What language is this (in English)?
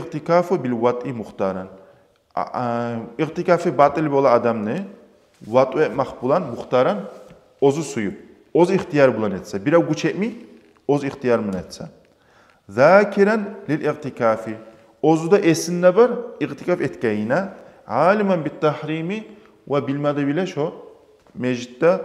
Kumyk